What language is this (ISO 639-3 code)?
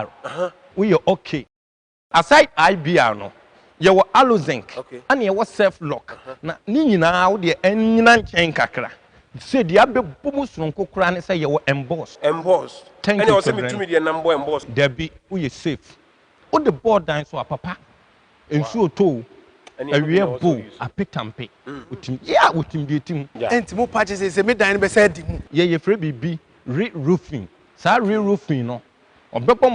aka